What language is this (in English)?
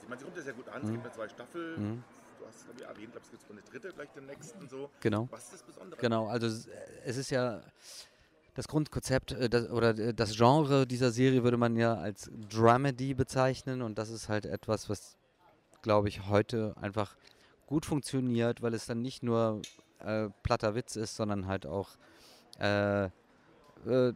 German